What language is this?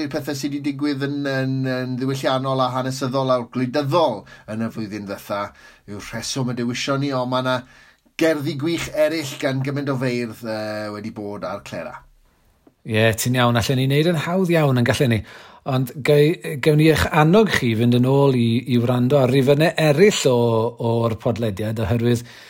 Welsh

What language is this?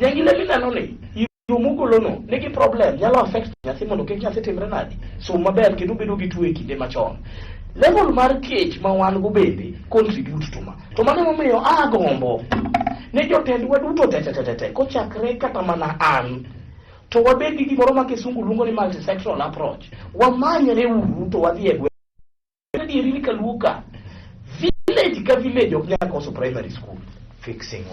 Luo (Kenya and Tanzania)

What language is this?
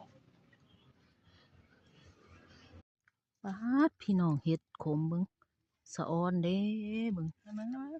Lao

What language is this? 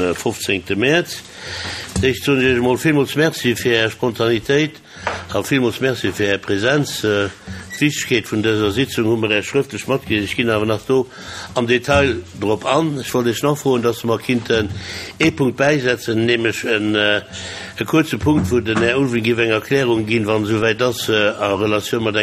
Luxembourgish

